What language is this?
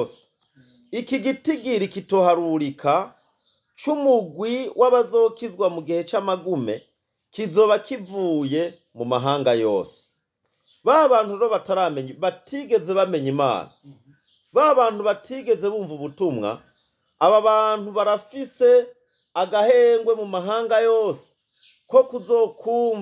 Rundi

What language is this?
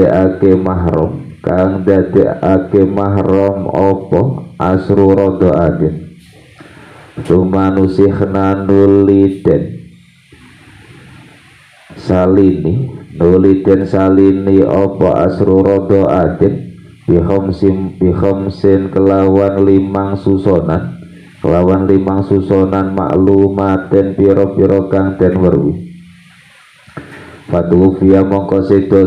Javanese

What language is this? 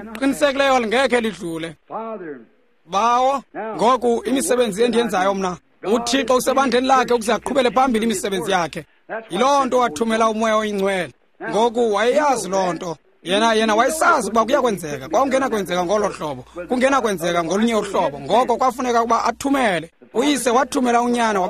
Xhosa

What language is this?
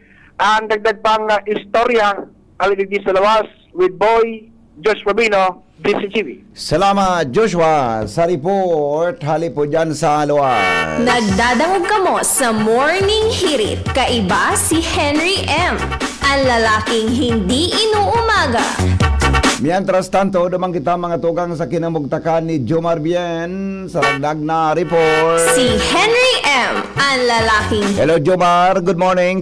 Bikol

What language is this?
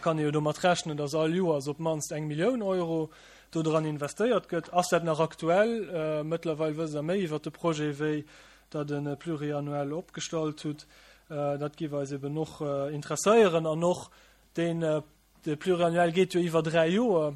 Luxembourgish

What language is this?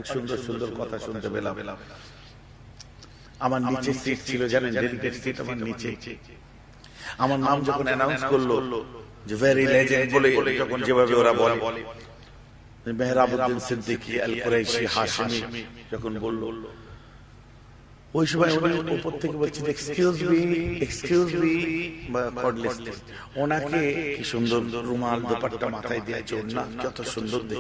Bangla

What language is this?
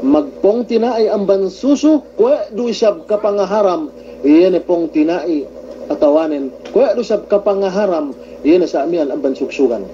Yakan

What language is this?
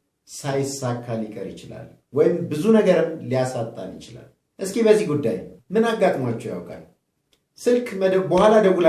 Amharic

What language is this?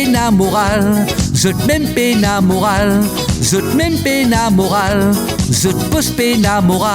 Morisyen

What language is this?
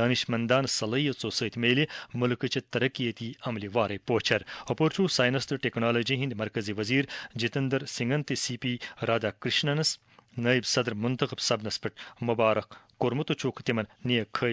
Kashmiri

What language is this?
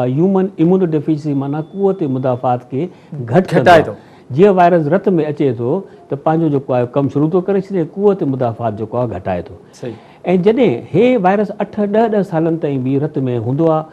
Sindhi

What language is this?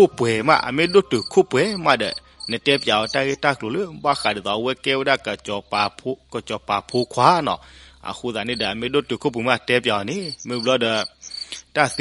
S'gaw Karen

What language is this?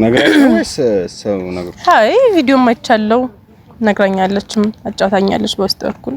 Amharic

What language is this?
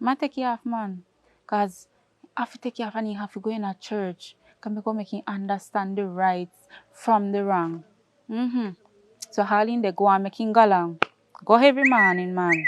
Jamaican Creole English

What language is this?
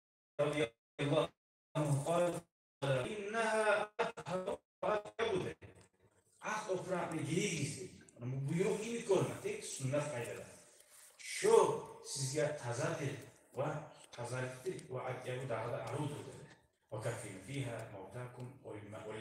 Kumyk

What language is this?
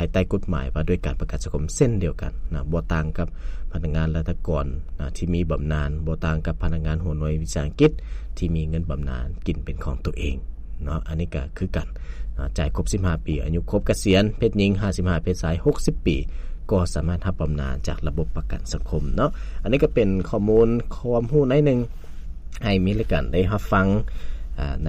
Lao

